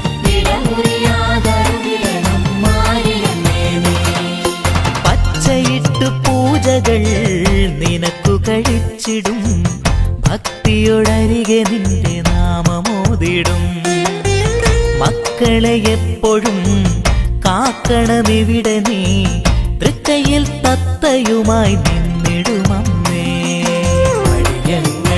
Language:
Malayalam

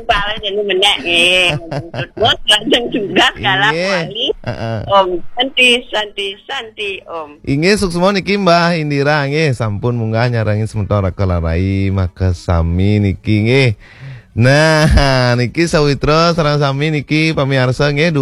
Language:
Balinese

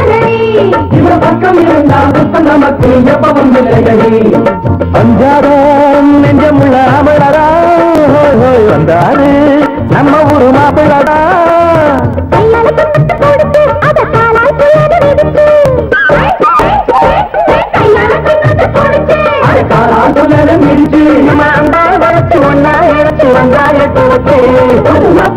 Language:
Tamil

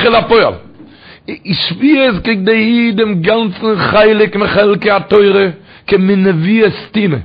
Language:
Yiddish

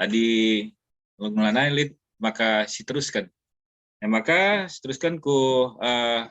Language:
Batak Karo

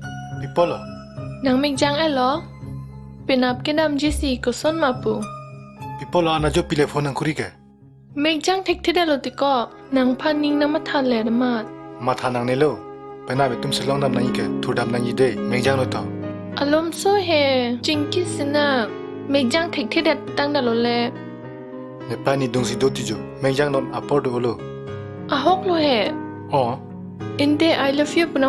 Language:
Karbi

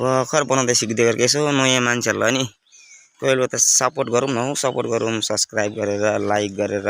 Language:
Nepali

